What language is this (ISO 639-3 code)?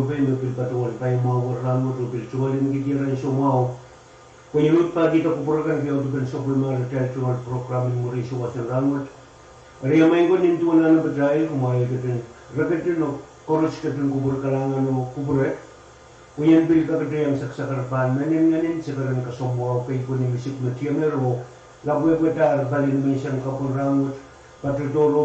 pon